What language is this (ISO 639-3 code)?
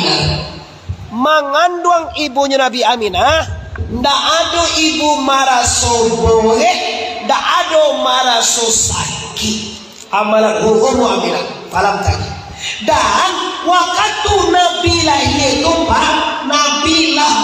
min